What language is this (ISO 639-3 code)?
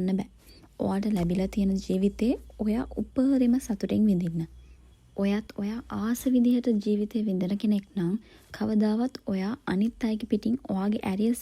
sin